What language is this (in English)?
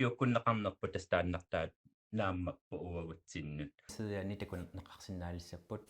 Kalaallisut